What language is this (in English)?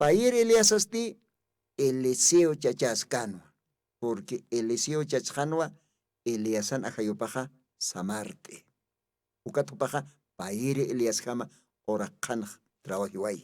Aymara